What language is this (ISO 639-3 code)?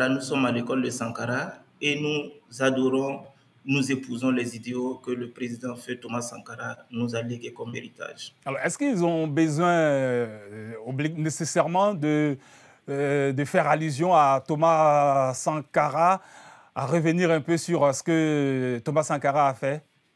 fra